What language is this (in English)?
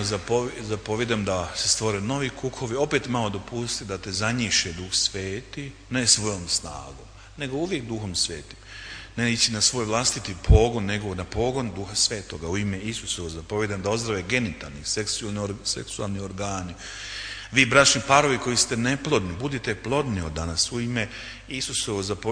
Croatian